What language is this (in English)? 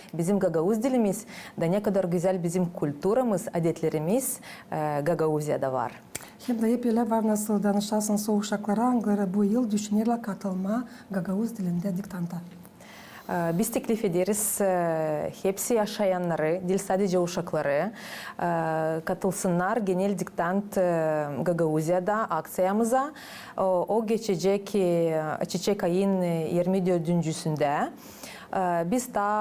Gagauz